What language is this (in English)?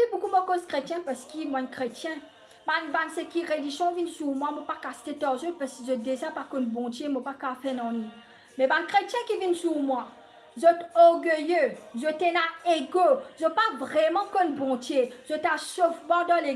Morisyen